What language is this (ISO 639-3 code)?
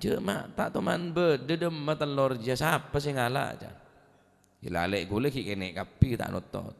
mad